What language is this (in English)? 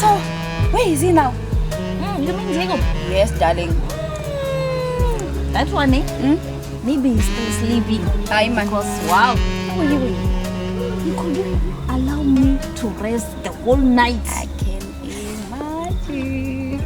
Venda